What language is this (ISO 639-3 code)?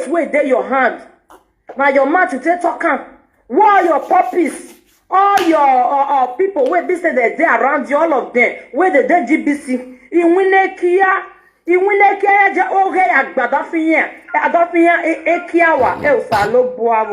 pcm